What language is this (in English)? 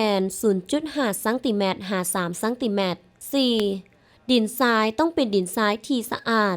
Lao